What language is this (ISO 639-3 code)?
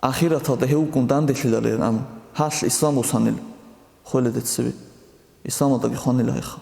ava